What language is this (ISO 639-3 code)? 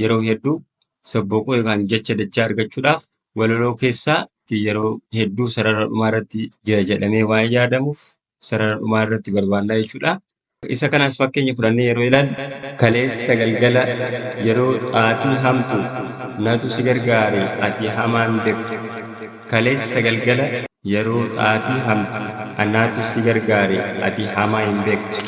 orm